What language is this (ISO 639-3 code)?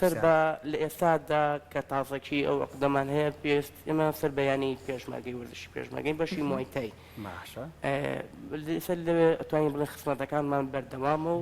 ckb